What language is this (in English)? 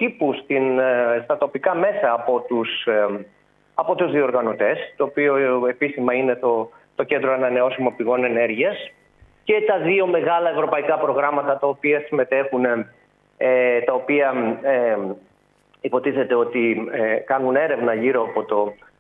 Greek